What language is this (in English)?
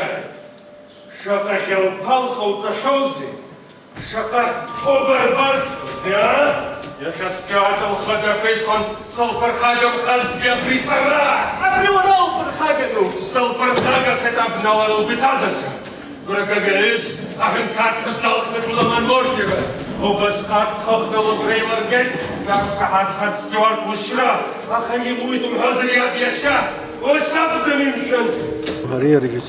Abkhazian